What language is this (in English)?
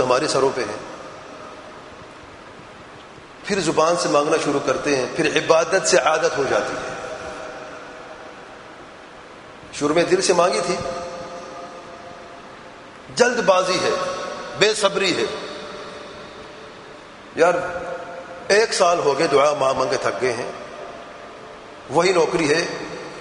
Urdu